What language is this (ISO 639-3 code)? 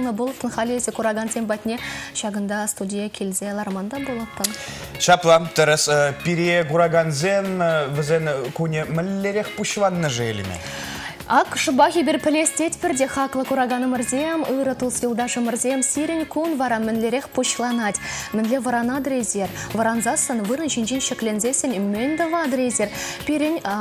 chv